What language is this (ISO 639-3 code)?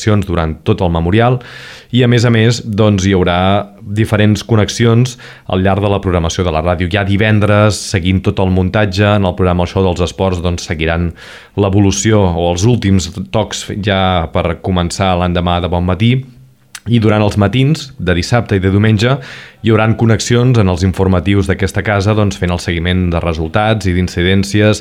cat